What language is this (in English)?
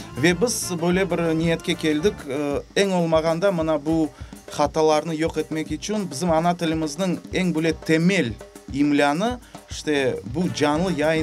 Crimean Tatar